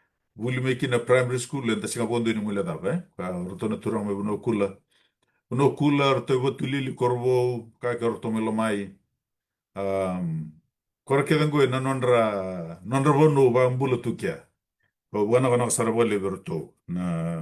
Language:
Fijian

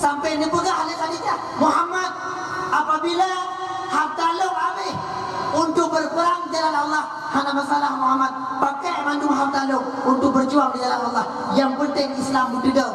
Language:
Achinese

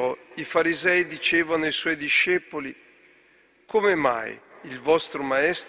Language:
Italian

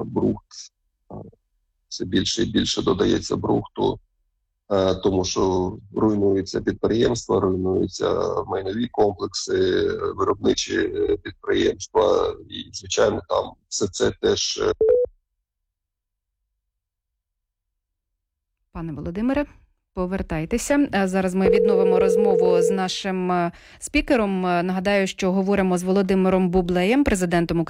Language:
Ukrainian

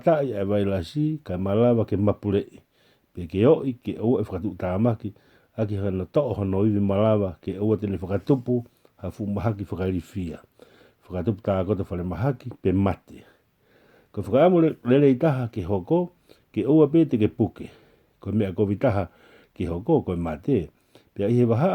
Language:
Tongan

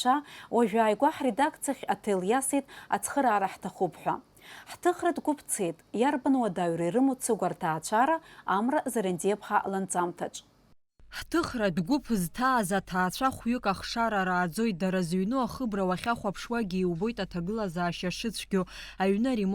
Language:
Abkhazian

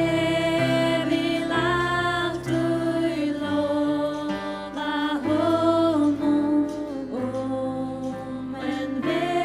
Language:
Faroese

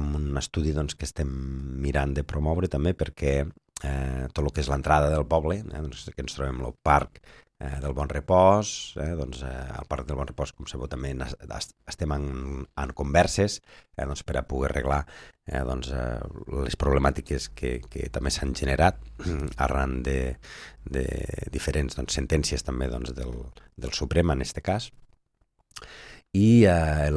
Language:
Catalan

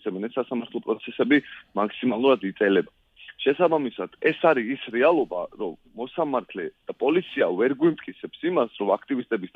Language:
Georgian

